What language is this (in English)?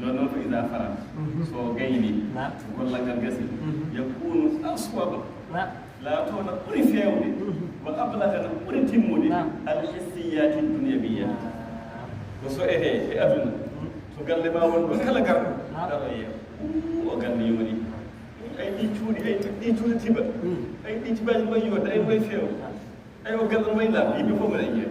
Fula